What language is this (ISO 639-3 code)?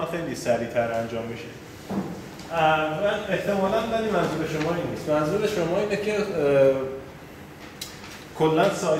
fas